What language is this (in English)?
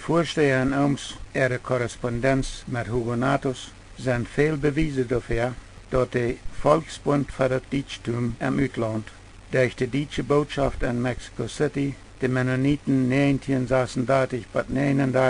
Plautdietsch